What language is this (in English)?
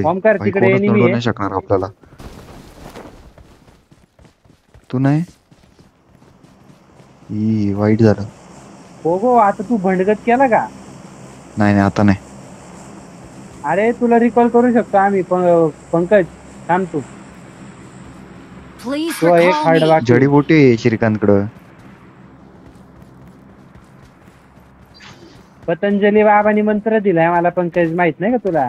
Marathi